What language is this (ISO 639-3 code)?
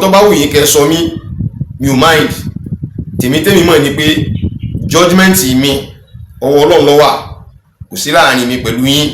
yor